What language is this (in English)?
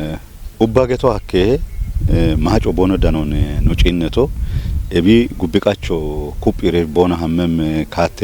Kafa